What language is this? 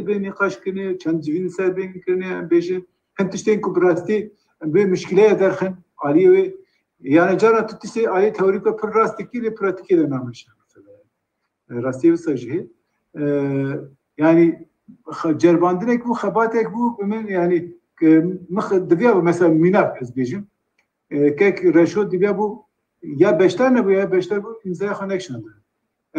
Kurdish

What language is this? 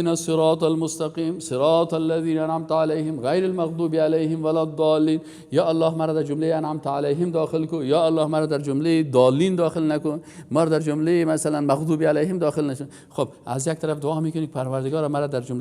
Persian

